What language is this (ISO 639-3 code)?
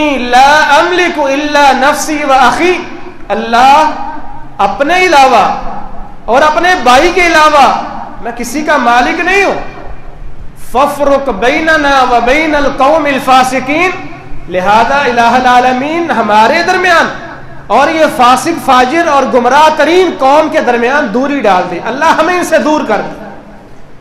urd